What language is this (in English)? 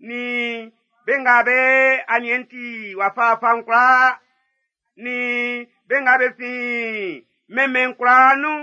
Baoulé